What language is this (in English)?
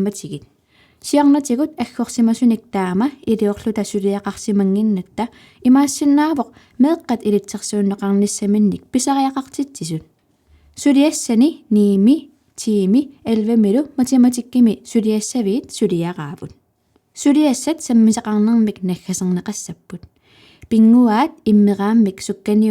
Kalaallisut